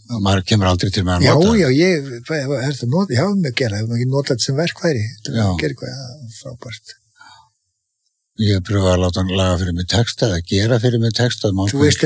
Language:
Icelandic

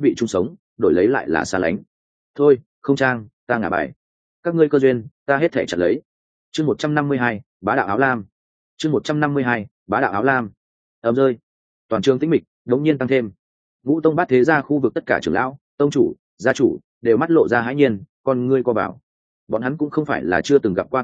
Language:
Vietnamese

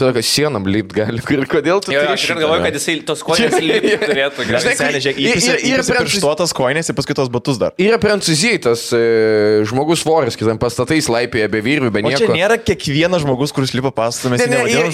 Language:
Lithuanian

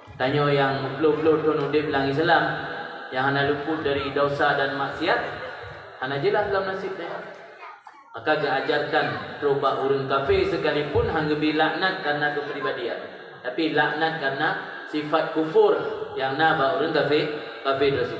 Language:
Achinese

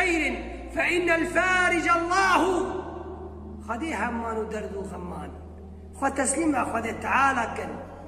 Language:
Kurdish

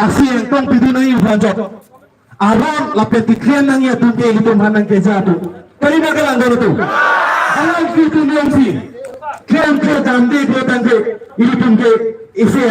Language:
Karbi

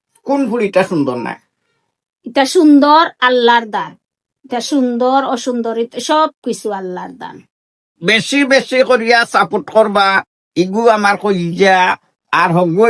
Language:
Sylheti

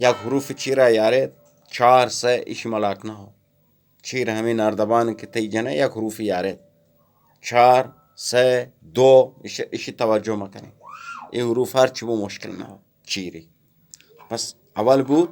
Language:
Eastern Balochi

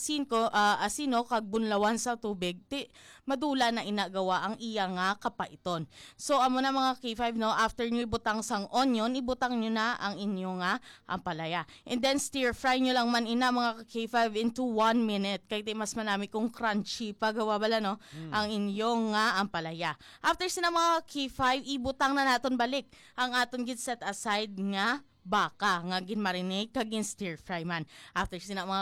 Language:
Hiligaynon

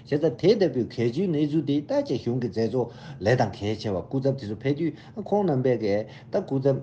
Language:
Tibetan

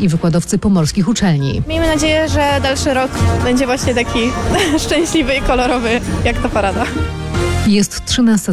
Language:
Polish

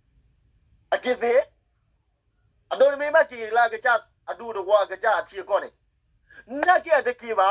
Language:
S'gaw Karen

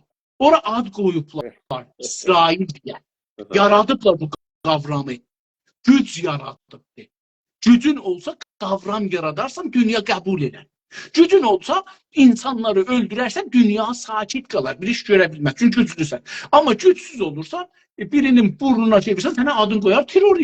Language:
South Azerbaijani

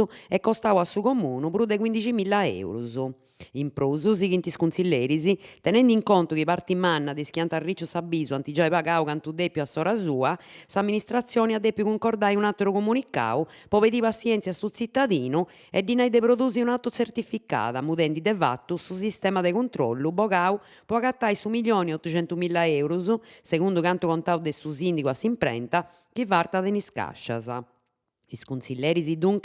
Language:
Sardinian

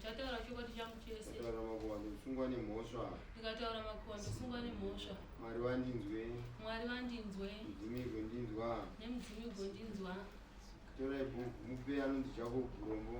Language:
Shona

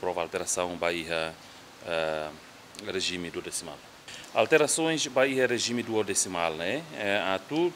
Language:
Tetum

